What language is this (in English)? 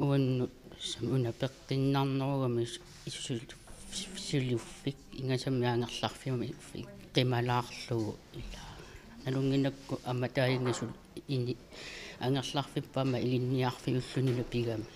Kalaallisut